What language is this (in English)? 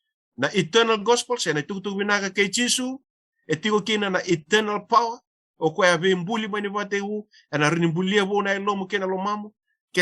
Fijian